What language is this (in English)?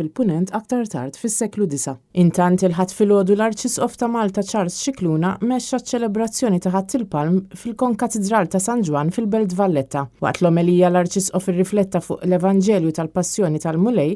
Maltese